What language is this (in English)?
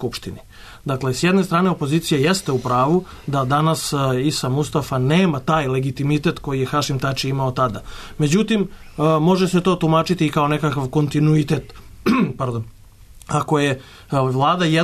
Serbian